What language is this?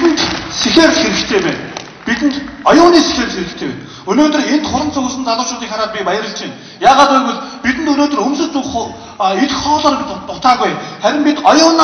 Mongolian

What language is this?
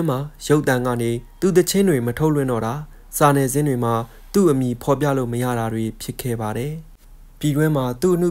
Burmese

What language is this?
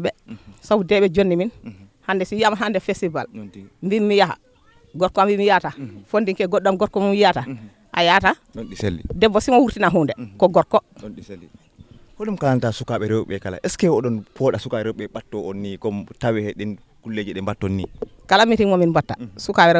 Fula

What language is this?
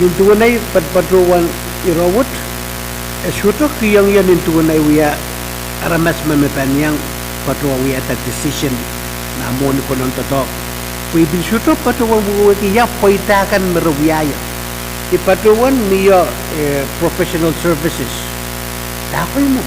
Pohnpeian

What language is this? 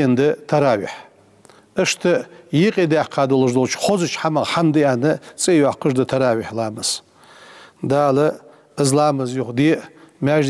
Ingush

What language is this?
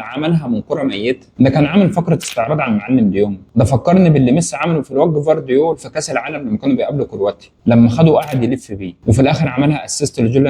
Egyptian Arabic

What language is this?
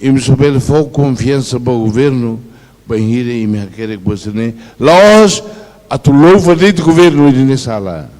Tetum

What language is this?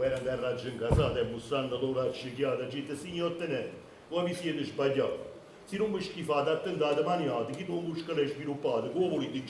Neapolitan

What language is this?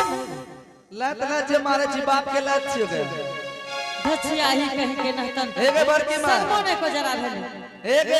Angika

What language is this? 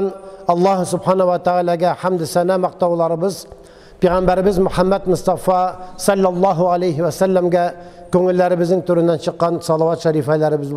Tatar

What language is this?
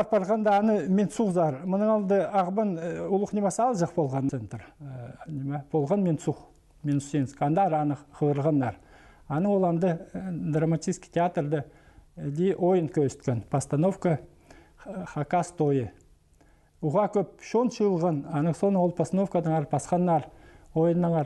Khakas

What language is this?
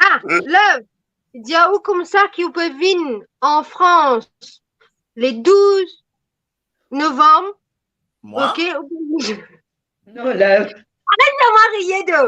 Morisyen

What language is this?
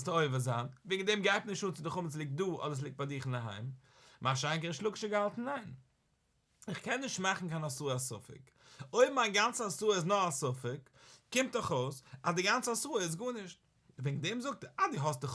Yiddish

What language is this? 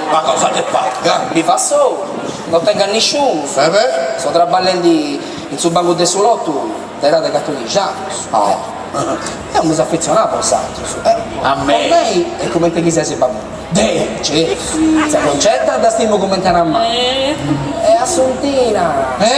Sardinian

